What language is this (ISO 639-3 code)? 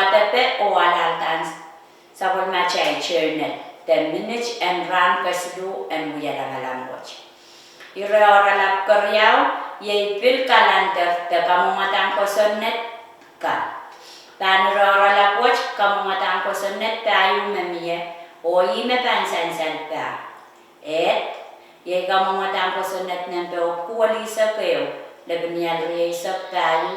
pon